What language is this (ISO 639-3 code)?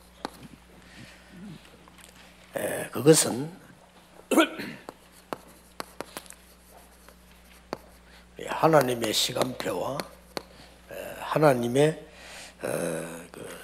kor